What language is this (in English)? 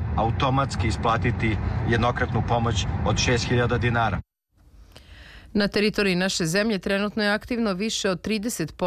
Serbian